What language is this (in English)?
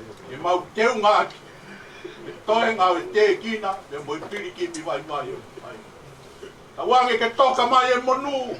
Tongan